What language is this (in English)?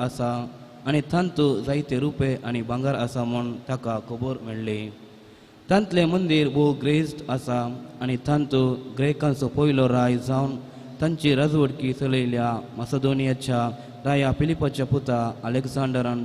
Konkani